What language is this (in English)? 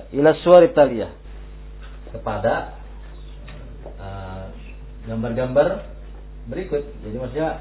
Indonesian